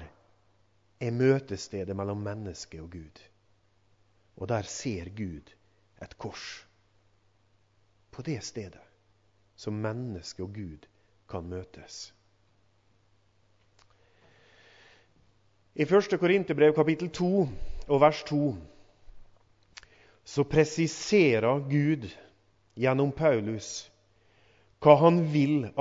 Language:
Norwegian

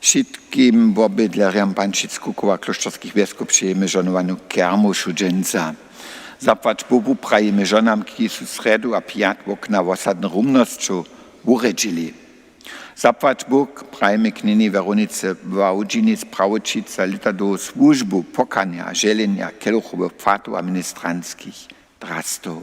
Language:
Upper Sorbian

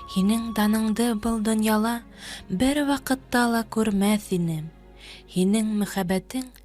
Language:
Bashkir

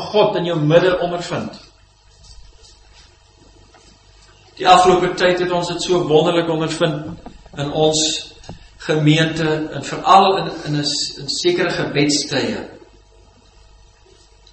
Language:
Afrikaans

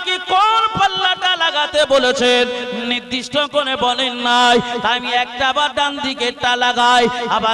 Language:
Bangla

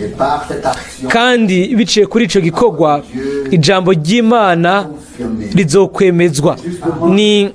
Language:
Rundi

